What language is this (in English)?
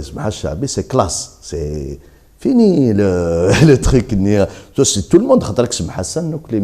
Kabyle